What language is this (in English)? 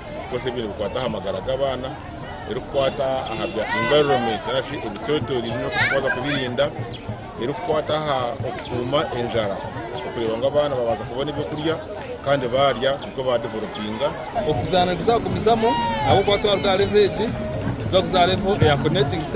Nyankole